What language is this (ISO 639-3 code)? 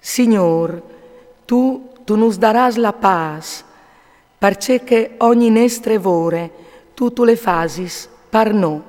fur